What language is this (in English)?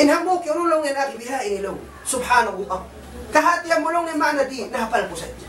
Tausug